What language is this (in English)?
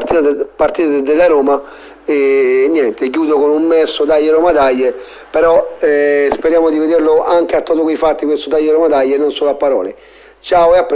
Italian